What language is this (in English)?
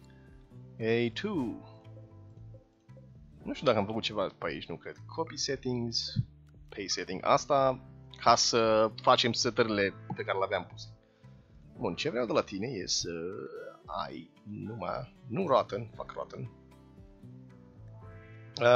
Romanian